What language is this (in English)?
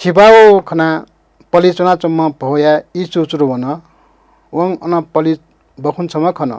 Newari